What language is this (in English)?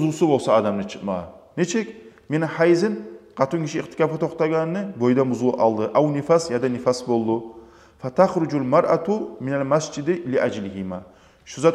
Kumyk